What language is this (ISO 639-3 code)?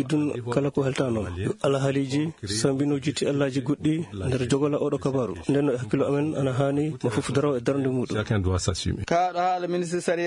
ful